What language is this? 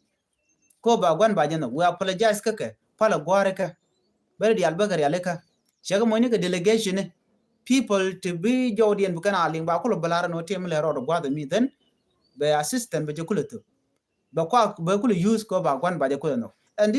Nuer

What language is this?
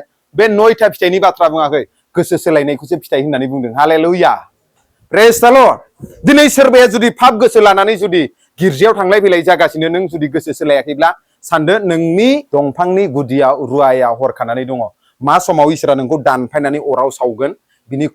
Bodo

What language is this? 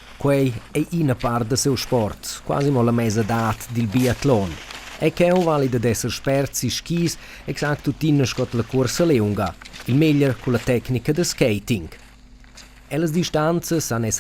Romansh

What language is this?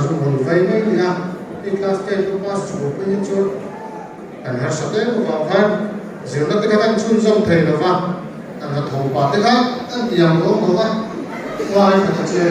Mizo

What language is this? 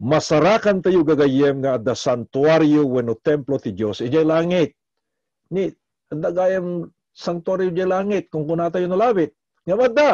Iloko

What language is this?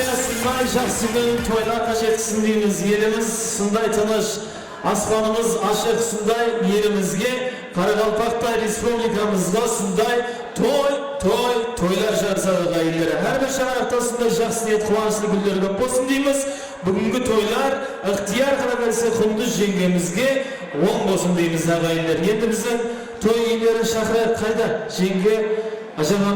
Kara-Kalpak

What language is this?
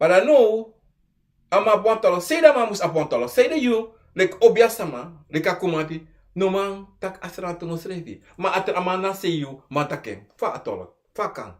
Sranan Tongo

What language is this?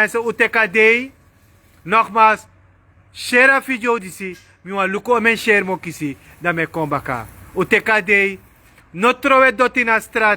Sranan Tongo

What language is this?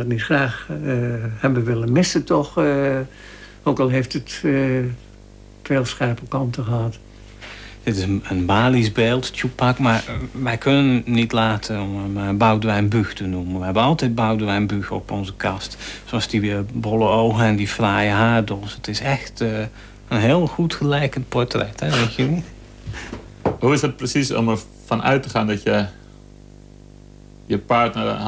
Dutch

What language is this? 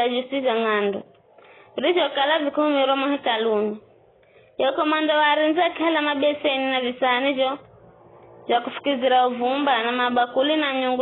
Giryama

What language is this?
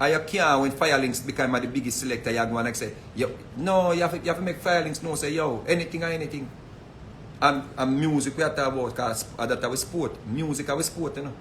Jamaican Creole English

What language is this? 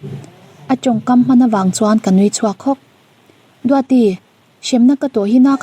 Mizo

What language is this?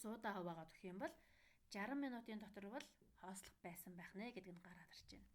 Mongolian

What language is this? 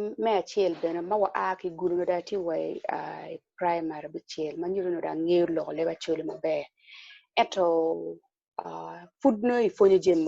Acoli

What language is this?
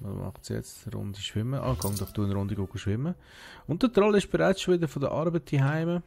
Swiss German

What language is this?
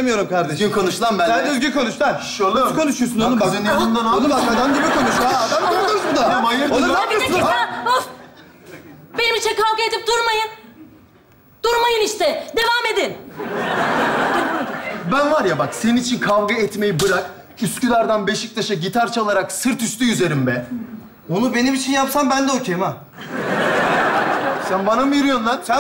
Turkish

